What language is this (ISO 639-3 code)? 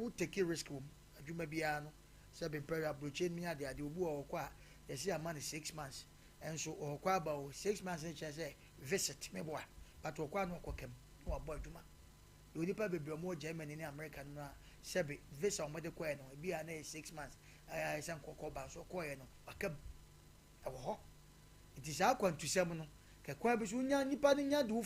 aka